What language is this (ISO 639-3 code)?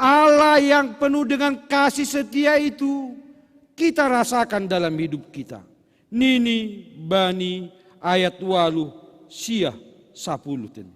bts